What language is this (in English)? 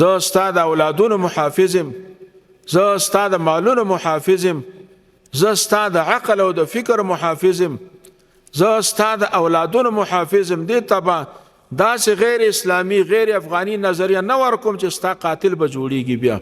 Pashto